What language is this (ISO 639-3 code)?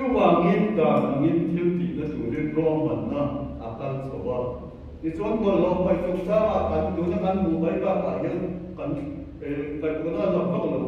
lus